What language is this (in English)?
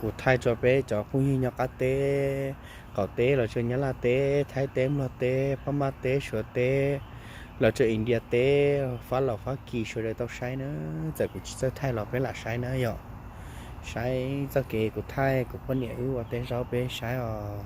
Hmong